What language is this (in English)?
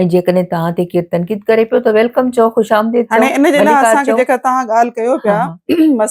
Sindhi